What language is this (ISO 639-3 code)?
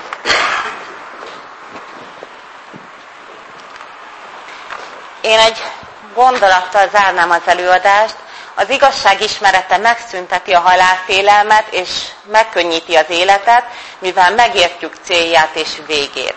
hun